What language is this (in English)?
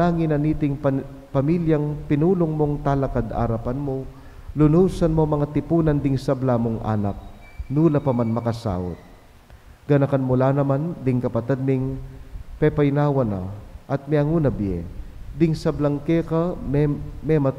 Pampanga